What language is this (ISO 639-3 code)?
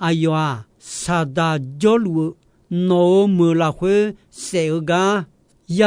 ahk